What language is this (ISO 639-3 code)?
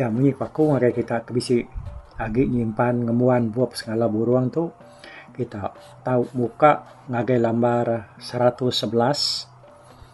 iba